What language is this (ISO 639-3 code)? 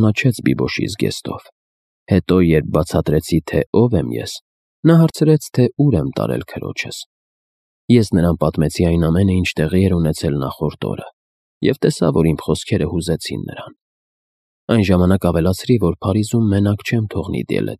hye